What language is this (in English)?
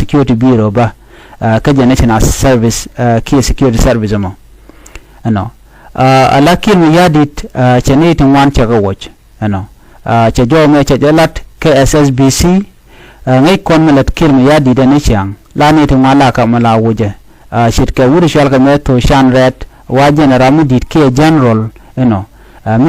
Nuer